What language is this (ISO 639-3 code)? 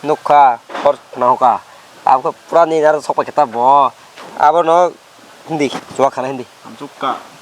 trp